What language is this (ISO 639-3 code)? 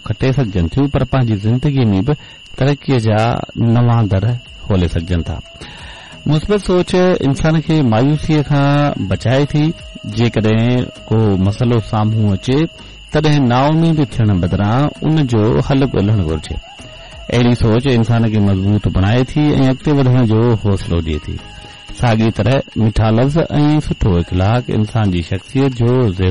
snd